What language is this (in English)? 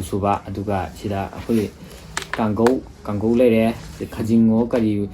Manipuri